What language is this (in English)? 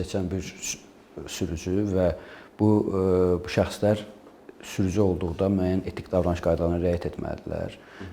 Azerbaijani